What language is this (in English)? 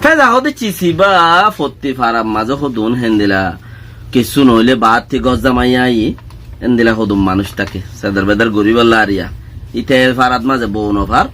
Rohingya